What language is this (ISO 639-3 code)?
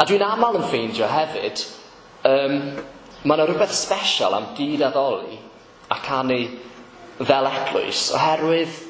cym